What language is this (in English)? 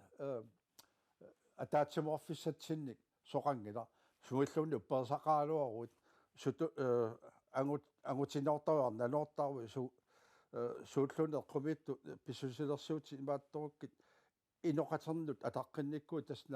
Kalaallisut